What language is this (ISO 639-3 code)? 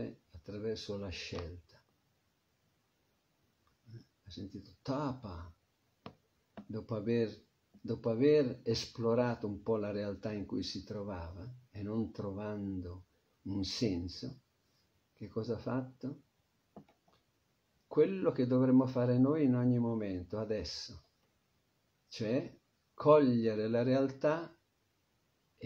ita